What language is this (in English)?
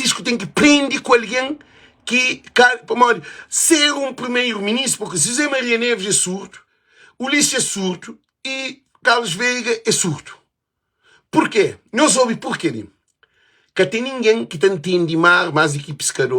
Kabuverdianu